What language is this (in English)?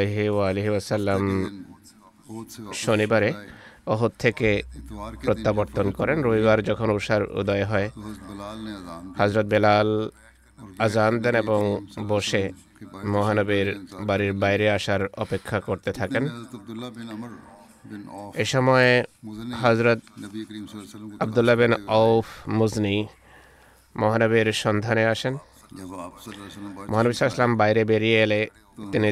Bangla